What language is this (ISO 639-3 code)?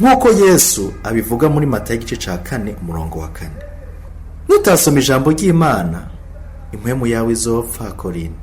run